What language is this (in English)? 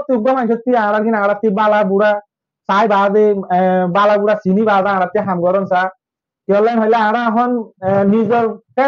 Rohingya